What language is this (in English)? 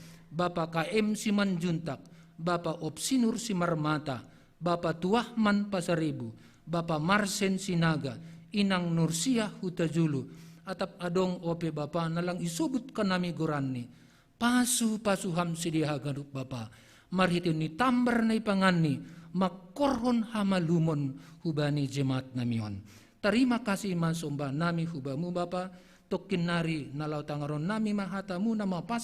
Batak Simalungun